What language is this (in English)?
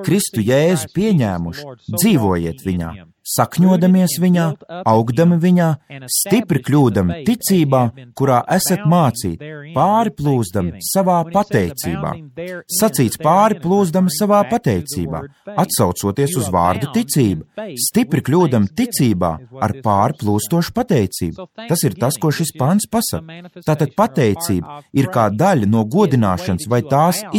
Latvian